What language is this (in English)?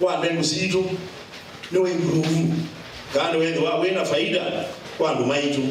Kamba